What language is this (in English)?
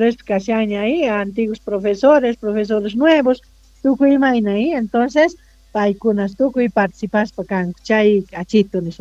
Quechua